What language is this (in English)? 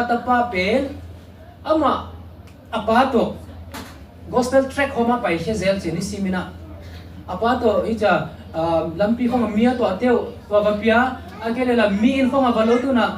Tedim Chin